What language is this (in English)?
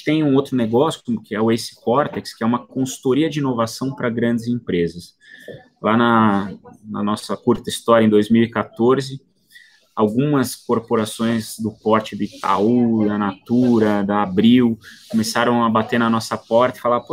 Portuguese